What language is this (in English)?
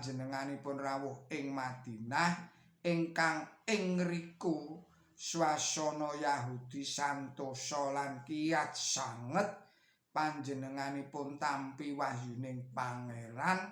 Javanese